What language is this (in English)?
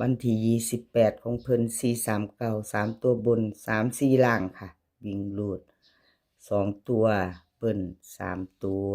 Northeastern Thai